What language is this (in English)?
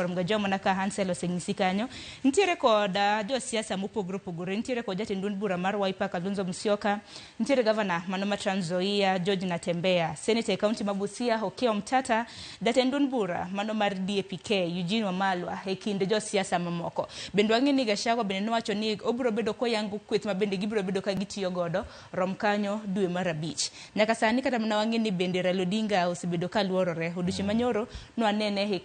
Luo (Kenya and Tanzania)